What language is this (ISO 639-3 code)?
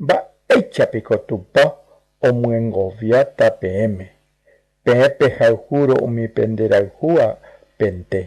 grn